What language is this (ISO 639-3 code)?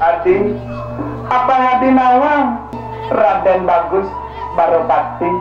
ban